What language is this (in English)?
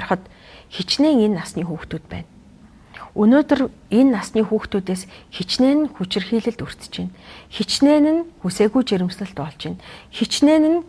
Mongolian